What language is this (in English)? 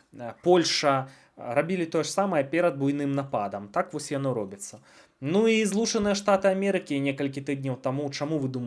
Belarusian